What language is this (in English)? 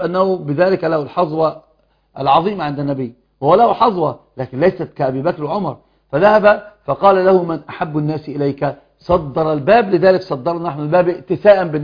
Arabic